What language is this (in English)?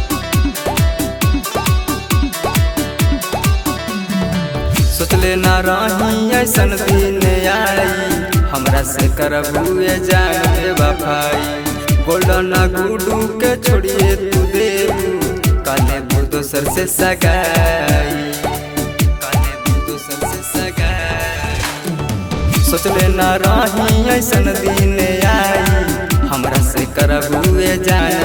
Bhojpuri